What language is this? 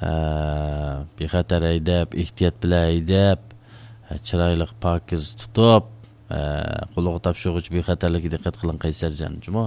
Uyghur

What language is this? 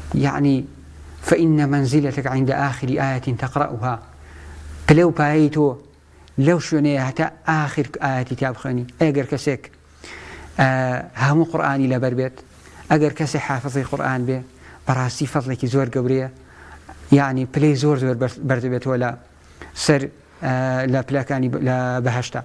Central Kurdish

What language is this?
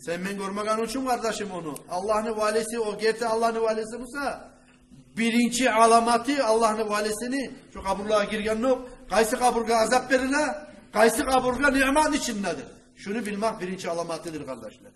Kumyk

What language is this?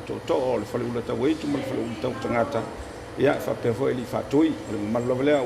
Samoan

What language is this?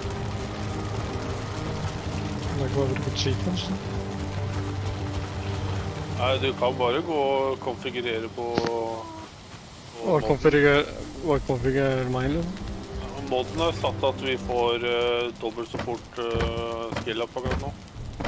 Norwegian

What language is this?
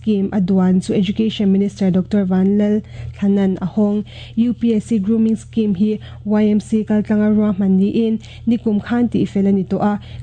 Mizo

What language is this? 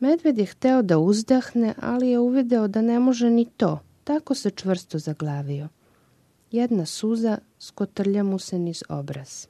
Serbian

